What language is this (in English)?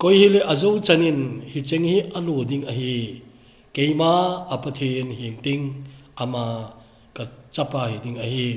Thado Chin